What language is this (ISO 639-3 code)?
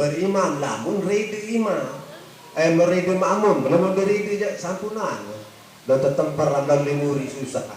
sas